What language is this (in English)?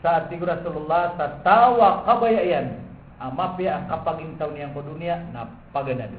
Maranao